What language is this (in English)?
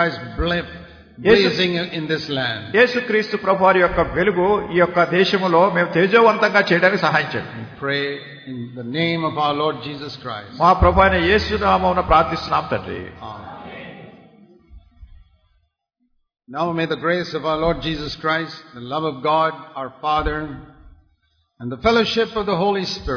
Telugu